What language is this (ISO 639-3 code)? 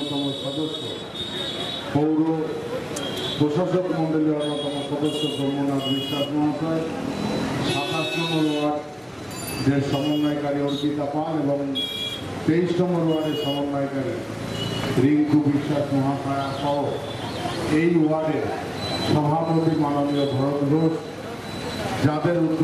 ben